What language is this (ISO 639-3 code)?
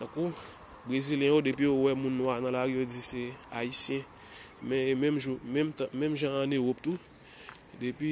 hat